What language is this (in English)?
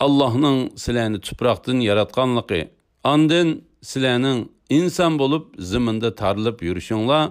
Uyghur